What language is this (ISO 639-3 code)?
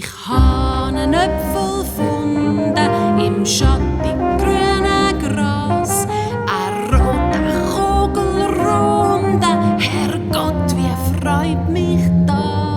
gsw